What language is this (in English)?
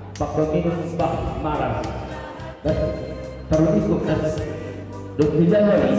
Batak Simalungun